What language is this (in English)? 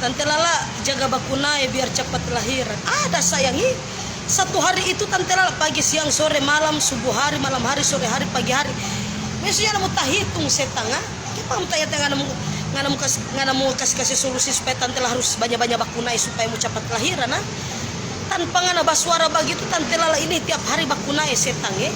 Manado Malay